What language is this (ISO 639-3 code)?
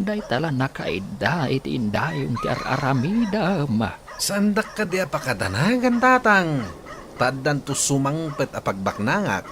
ilo